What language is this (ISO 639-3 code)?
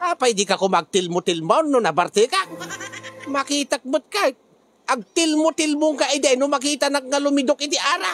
ilo